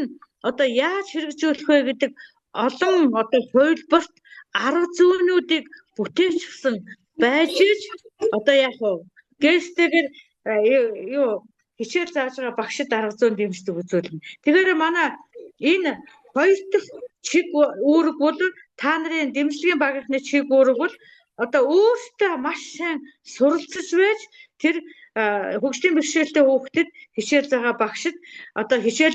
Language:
Mongolian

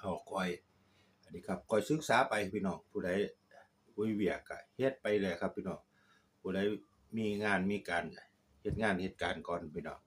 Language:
Northeastern Thai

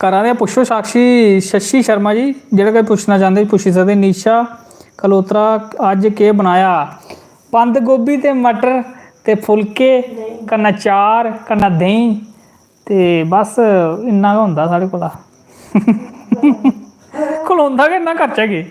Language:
Dogri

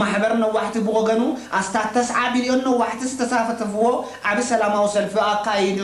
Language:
Tigrinya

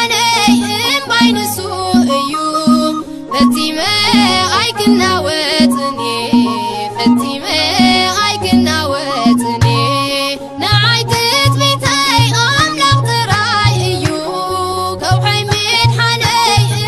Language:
Tigrinya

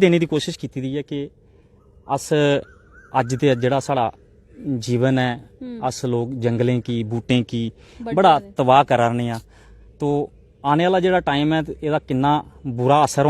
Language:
Dogri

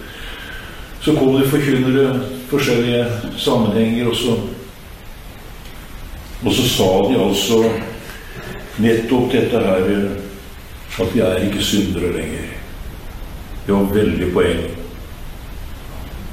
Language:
Norwegian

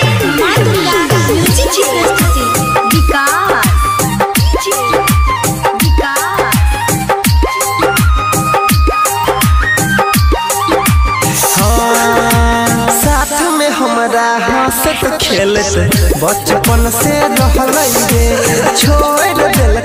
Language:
Maithili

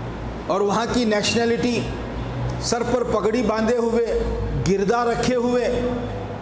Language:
Urdu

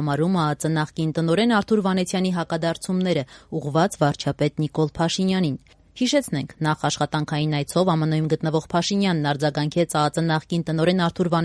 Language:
Armenian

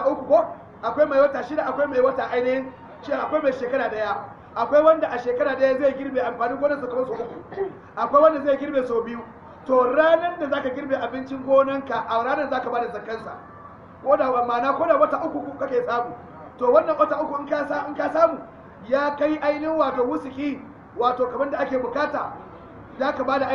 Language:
Hausa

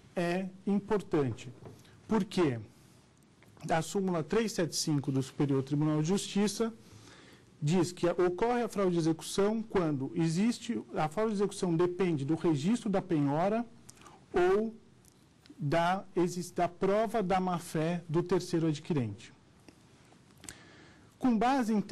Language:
Portuguese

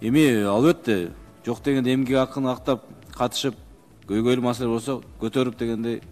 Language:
Kyrgyz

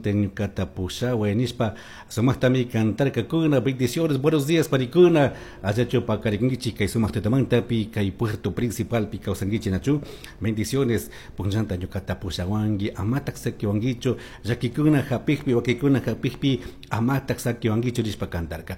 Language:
Chimborazo Highland Quichua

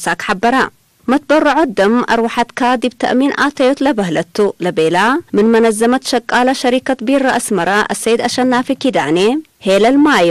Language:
Tigre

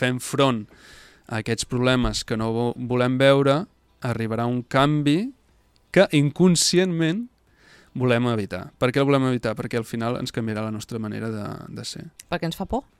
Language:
Catalan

